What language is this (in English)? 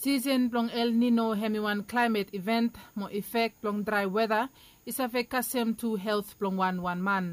Bislama